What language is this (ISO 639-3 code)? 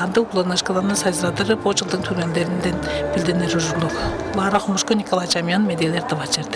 tyv